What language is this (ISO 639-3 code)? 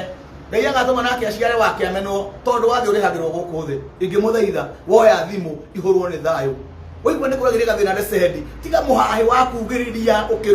kik